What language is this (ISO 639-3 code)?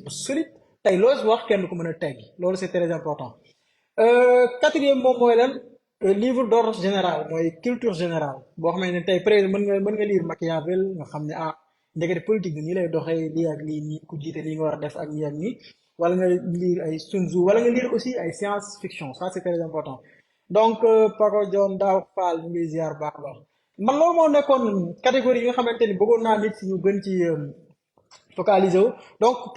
wol